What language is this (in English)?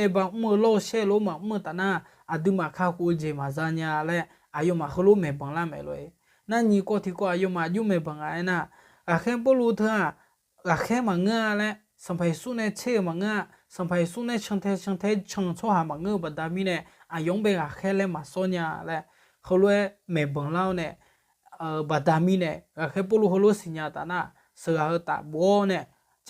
Akha